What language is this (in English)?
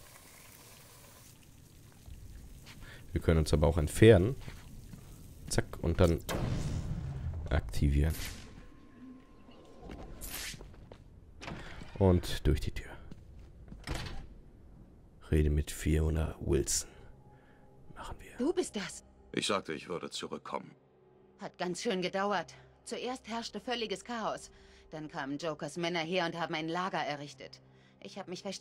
German